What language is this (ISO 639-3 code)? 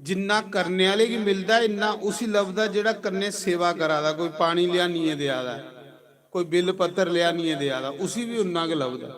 doi